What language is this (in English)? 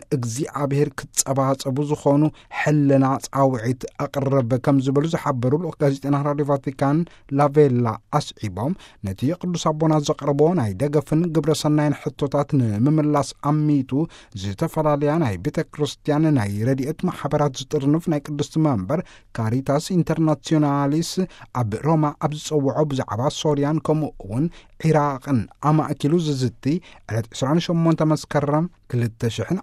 Tigrinya